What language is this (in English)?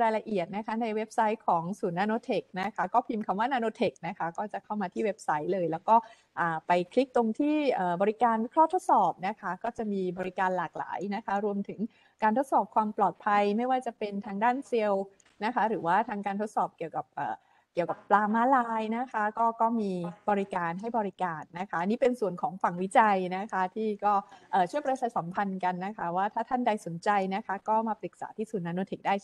Thai